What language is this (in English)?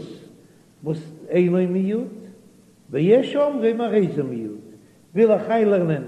Yiddish